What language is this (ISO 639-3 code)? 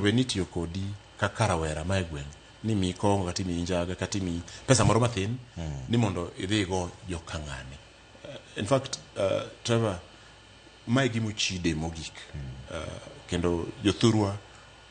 luo